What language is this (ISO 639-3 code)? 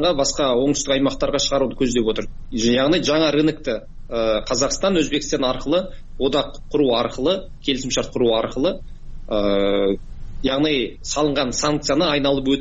kir